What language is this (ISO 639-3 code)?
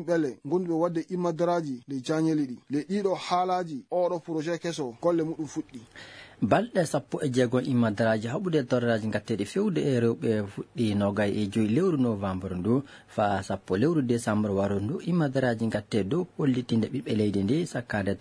ful